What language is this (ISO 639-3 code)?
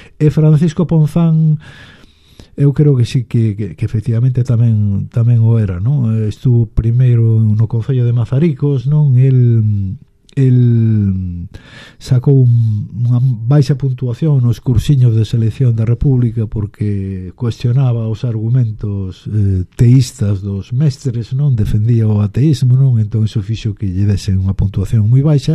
glg